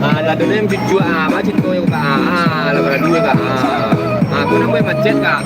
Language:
Minangkabau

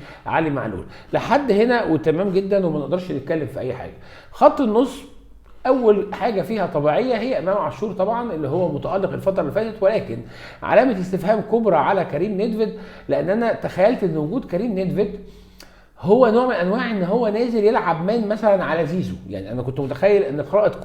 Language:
Egyptian Arabic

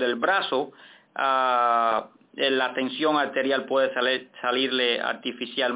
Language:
Spanish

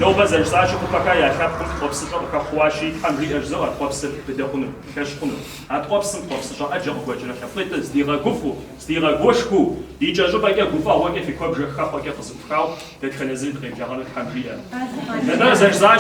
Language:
Kabardian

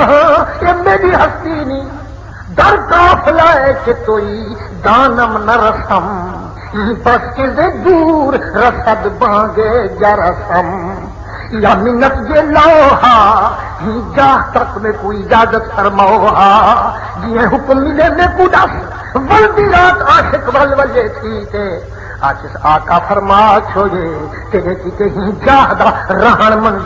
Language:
Saraiki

